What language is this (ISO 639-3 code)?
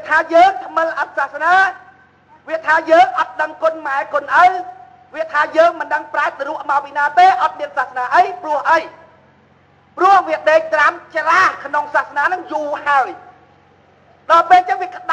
khm